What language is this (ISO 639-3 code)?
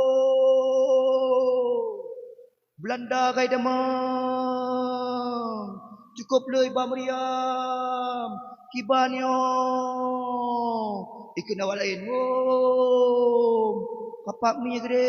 ace